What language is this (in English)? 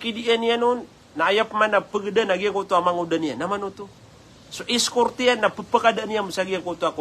Maranao